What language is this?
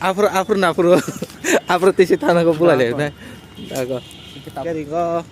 Kok Borok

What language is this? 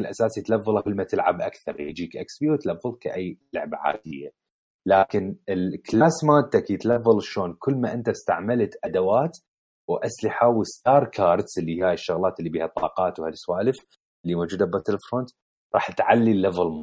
Mesopotamian Arabic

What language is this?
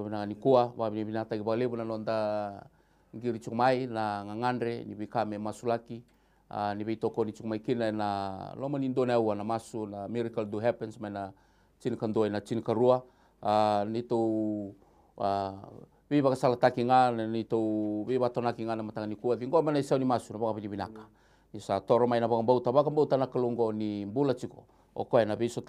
Fijian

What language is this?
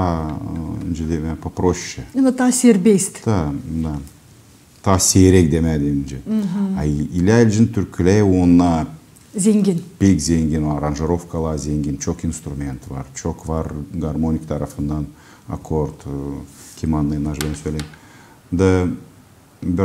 Gagauz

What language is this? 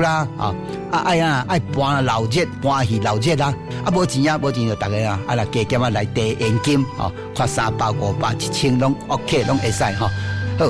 Min Nan Chinese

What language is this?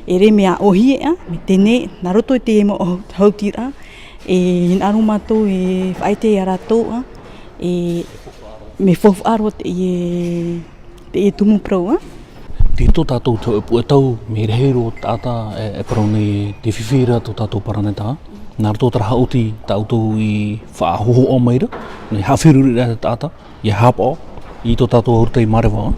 Tahitian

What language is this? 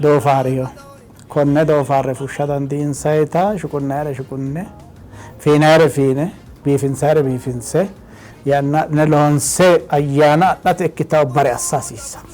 Sidamo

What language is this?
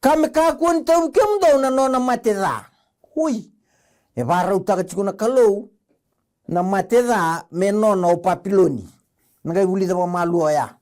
Fijian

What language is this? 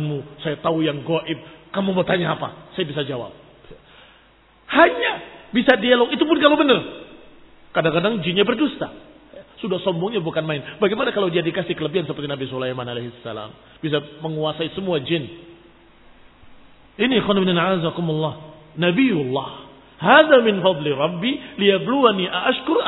Indonesian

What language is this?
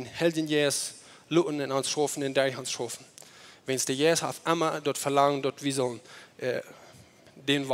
Plautdietsch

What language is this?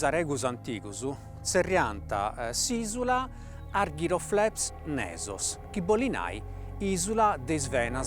Sardinian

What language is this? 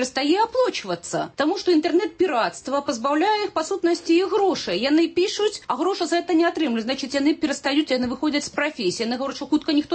Belarusian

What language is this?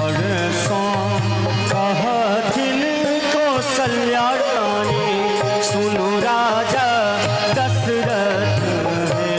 Maithili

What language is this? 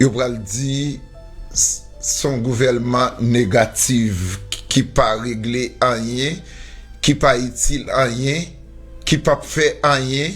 Haitian Creole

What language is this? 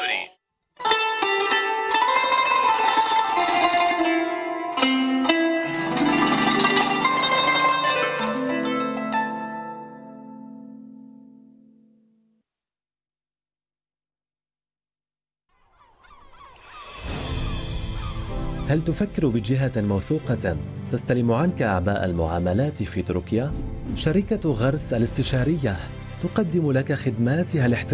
Arabic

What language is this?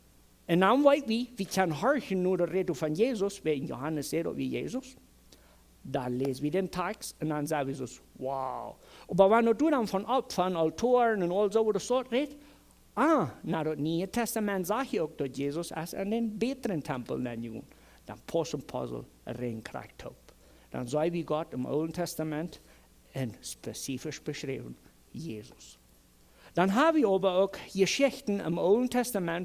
Plautdietsch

